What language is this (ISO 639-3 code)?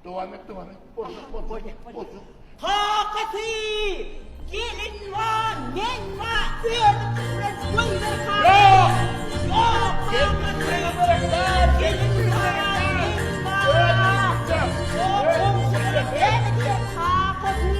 tuk